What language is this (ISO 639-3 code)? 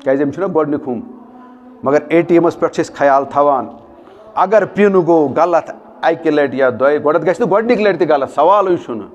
kas